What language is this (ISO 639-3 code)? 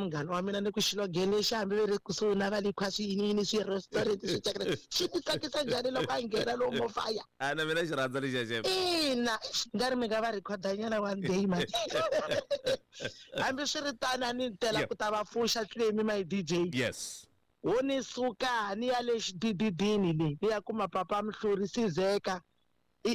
tso